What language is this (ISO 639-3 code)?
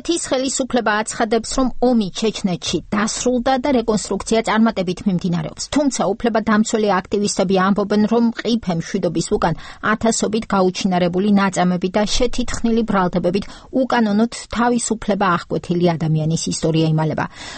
kat